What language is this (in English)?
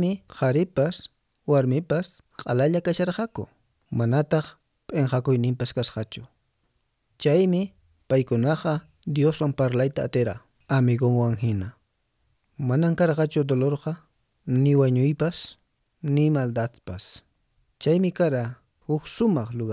Quechua